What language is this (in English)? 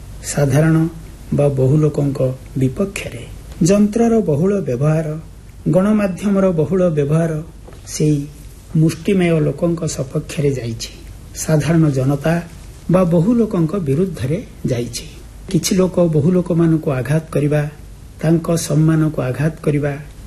Odia